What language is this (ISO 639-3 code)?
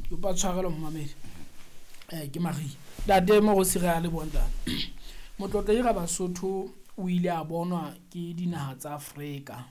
sot